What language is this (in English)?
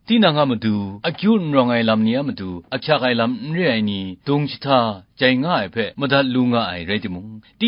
Kachin